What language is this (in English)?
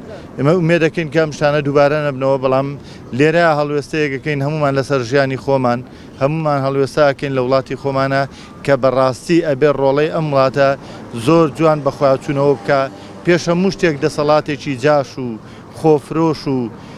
Central Kurdish